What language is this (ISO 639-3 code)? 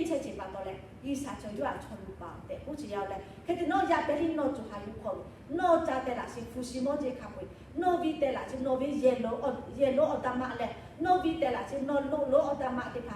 lhu